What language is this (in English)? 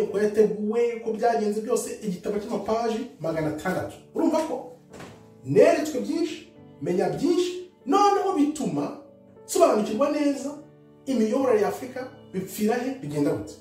Kinyarwanda